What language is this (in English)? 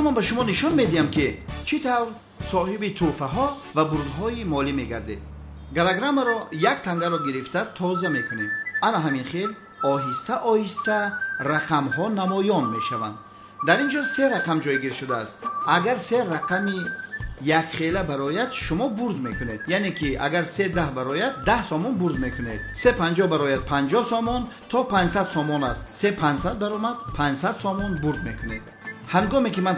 Tajik